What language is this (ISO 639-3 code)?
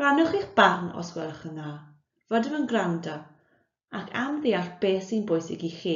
cym